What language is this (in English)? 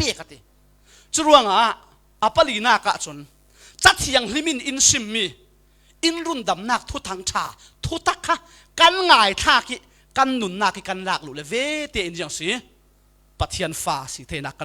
Falam Chin